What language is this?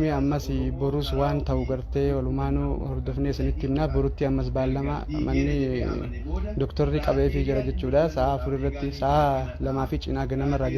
Oromo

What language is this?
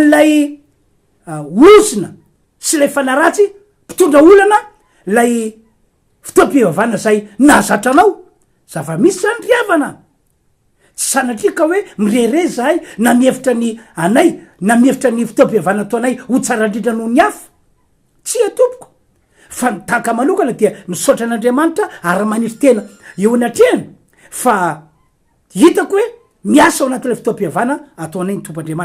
Malagasy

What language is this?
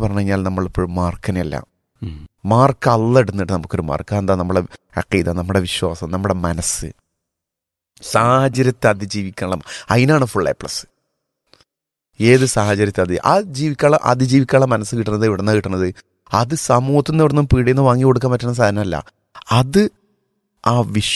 Malayalam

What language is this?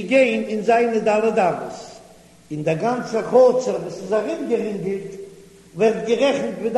Yiddish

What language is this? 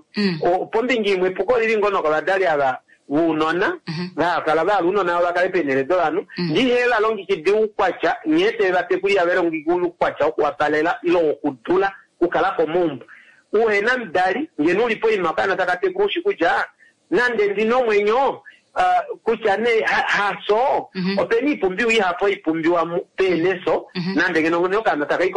Kuanyama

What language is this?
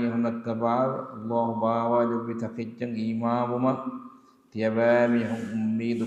Divehi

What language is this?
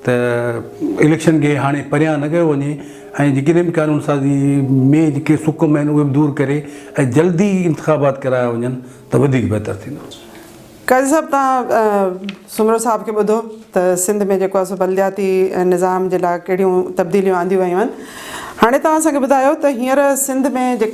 Sindhi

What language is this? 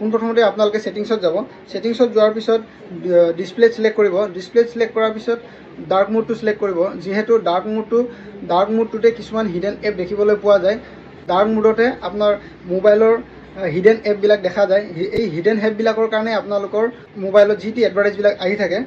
Assamese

